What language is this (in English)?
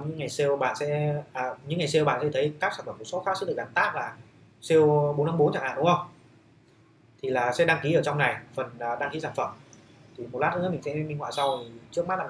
Vietnamese